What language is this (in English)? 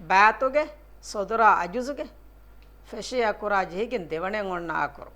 Divehi